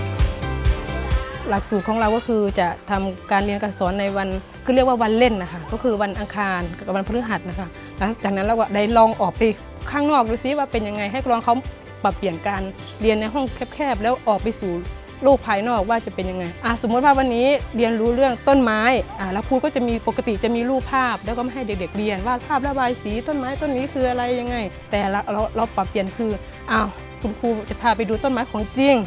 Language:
Thai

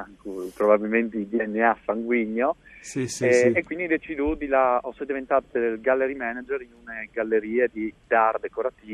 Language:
Friulian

